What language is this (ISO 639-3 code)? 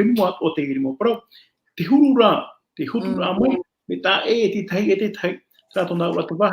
tah